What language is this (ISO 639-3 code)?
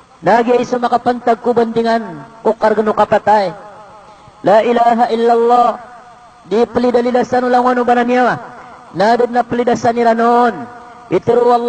mrw